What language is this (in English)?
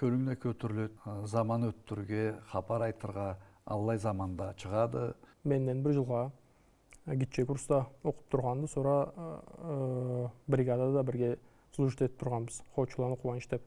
Karachay-Balkar